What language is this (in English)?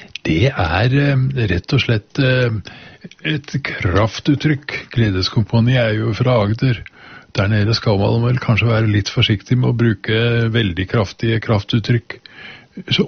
Norwegian